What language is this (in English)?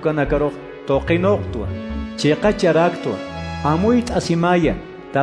Aymara